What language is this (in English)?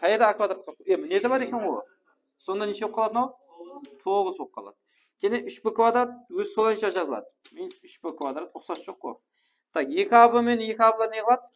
Kara-Kalpak